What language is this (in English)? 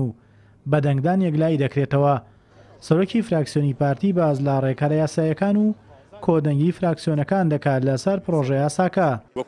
Central Kurdish